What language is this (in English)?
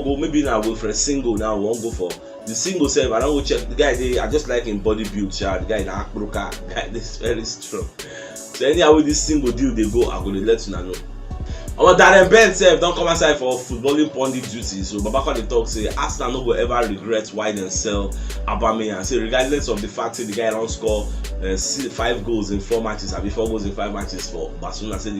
Nigerian Pidgin